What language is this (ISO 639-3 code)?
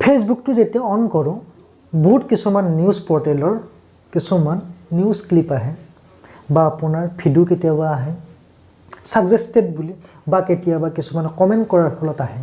asm